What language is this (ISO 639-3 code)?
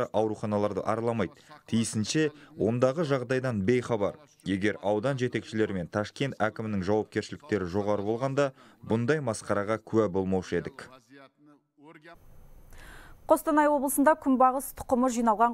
kaz